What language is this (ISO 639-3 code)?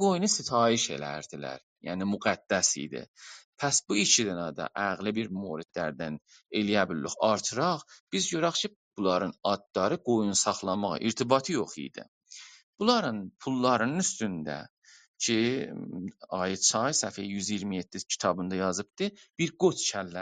azb